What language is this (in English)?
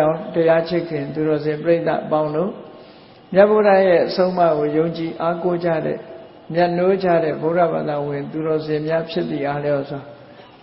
Burmese